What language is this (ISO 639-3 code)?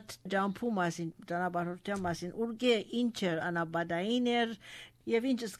hye